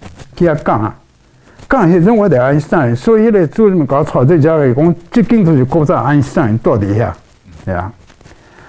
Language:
Min Nan Chinese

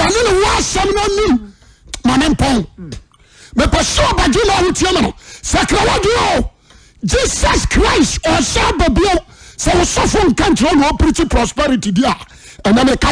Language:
Akan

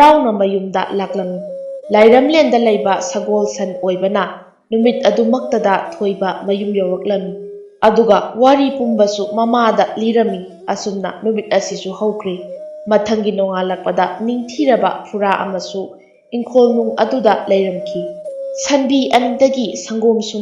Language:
Manipuri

